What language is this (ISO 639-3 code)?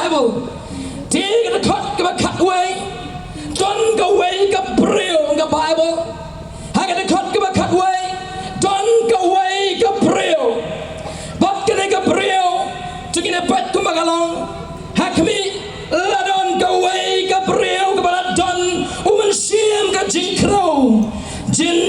kha